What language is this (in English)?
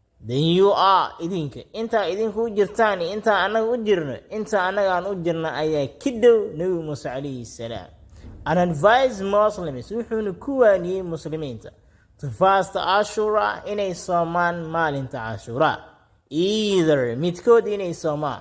Somali